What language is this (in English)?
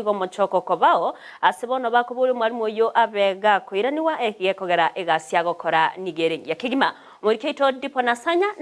Gusii